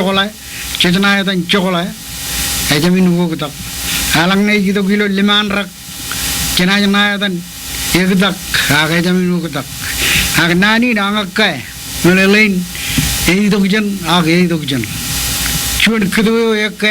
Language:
Marshallese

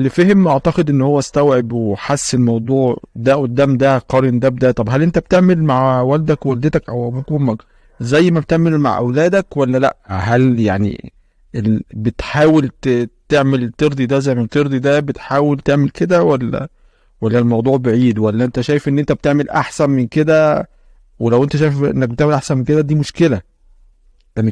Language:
Egyptian Arabic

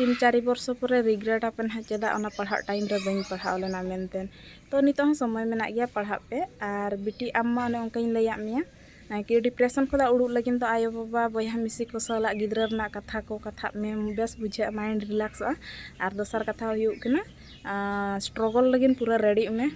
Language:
Santali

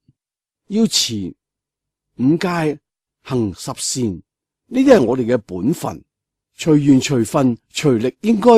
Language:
Cantonese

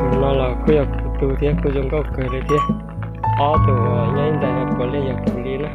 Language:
Hmong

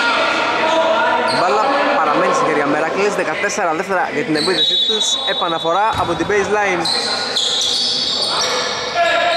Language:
Greek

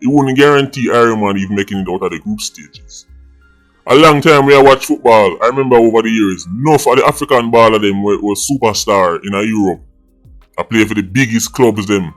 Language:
Jamaican Creole English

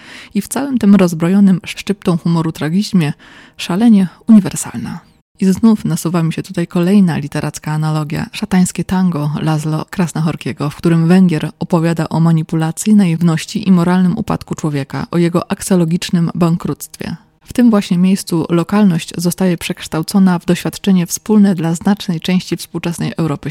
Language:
Polish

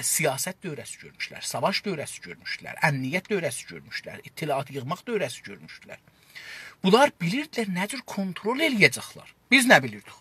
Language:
South Azerbaijani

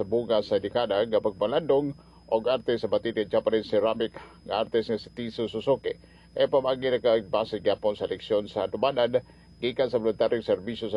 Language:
Cebuano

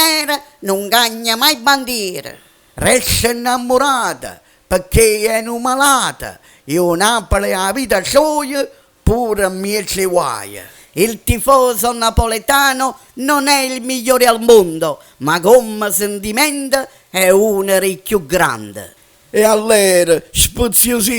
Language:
Neapolitan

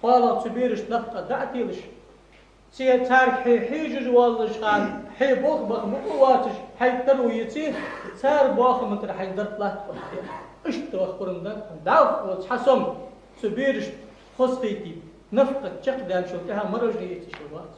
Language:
Ingush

